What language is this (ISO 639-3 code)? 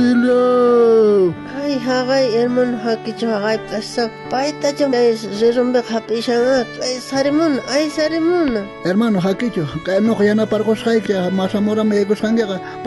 quh